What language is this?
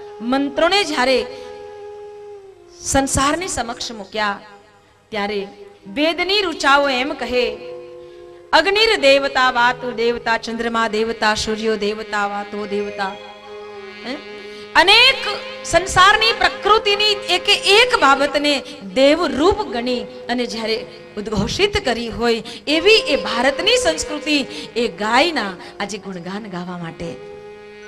Gujarati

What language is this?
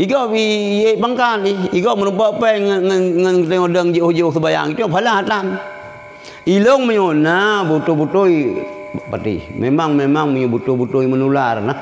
Achinese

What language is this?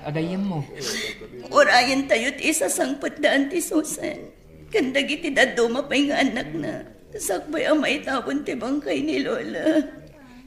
Iloko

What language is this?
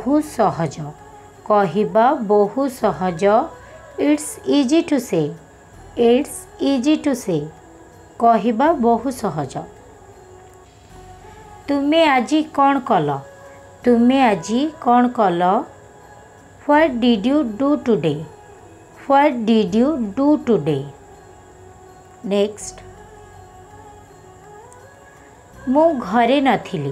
Odia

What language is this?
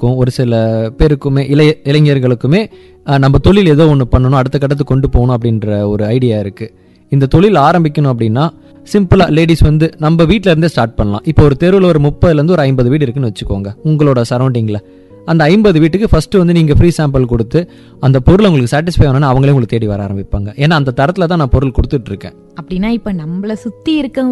Tamil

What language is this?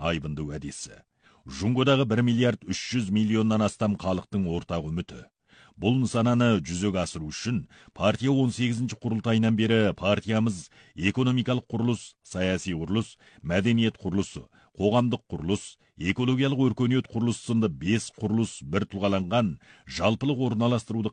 Kazakh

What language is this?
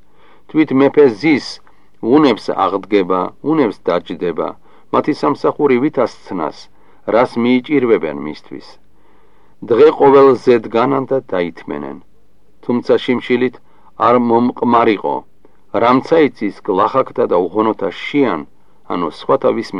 Georgian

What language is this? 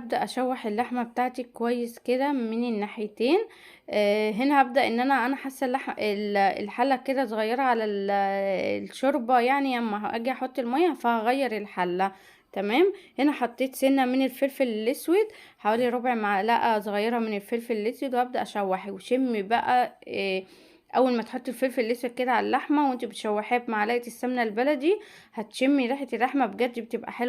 Egyptian Arabic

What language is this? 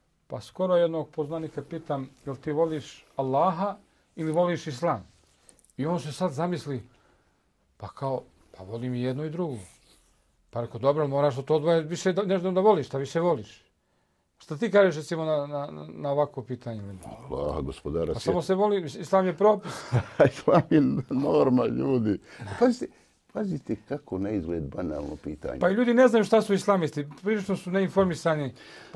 Bosnian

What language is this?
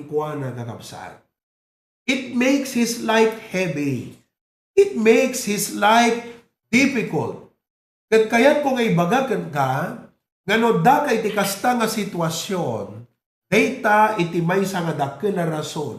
Iloko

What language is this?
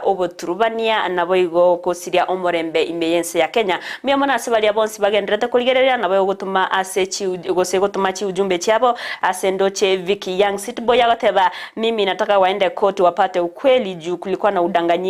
Gusii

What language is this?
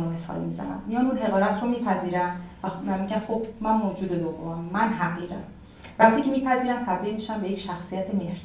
Persian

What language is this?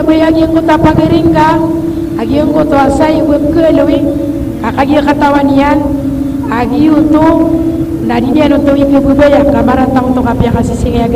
Maranao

